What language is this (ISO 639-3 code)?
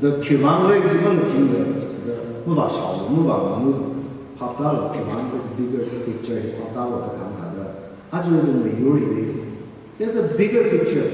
nmf